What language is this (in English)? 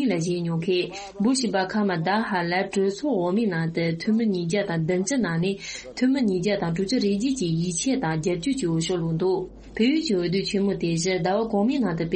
Tibetan